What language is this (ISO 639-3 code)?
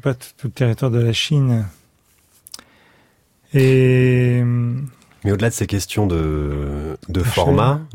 fra